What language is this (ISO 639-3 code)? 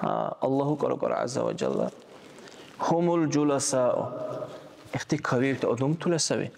dar